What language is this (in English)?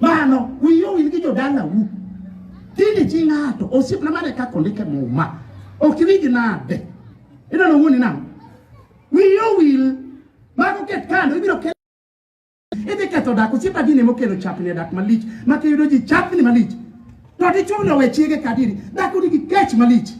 Luo (Kenya and Tanzania)